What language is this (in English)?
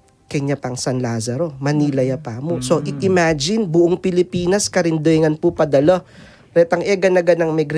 Pampanga